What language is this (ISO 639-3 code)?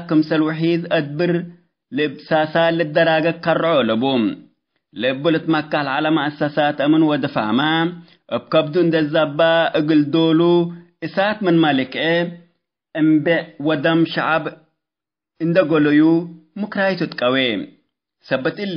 tig